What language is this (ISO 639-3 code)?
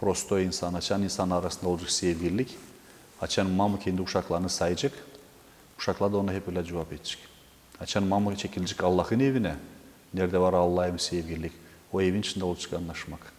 gag